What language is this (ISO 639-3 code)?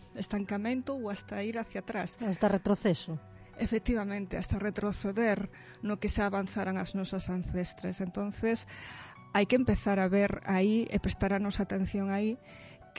glg